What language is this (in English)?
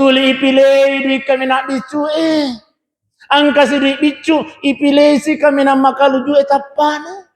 Buginese